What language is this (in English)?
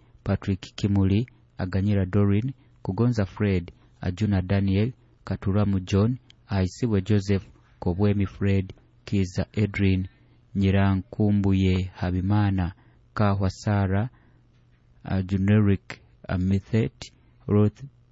Nyoro